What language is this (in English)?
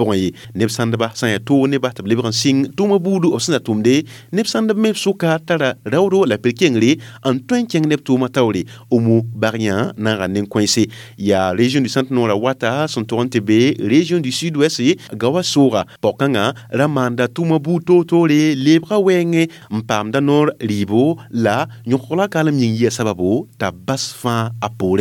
Mossi